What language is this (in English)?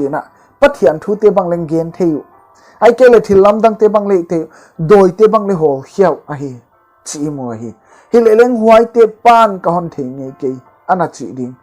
Paite Chin